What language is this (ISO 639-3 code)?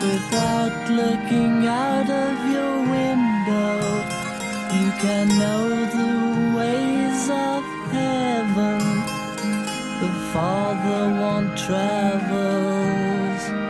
fra